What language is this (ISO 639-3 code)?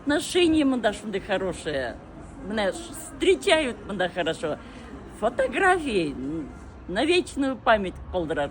tat